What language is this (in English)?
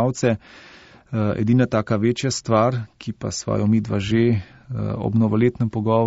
Slovenian